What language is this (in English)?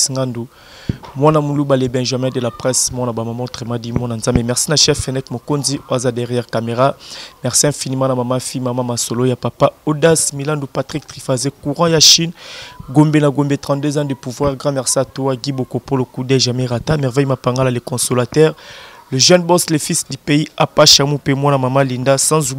Lingala